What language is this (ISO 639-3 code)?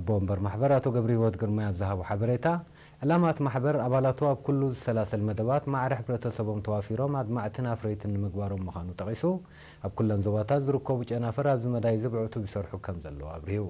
tir